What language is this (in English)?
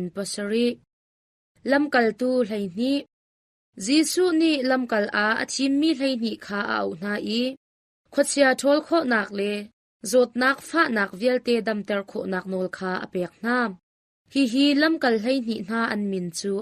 Hakha Chin